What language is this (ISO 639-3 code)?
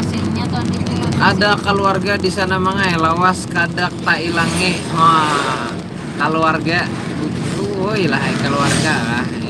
bjn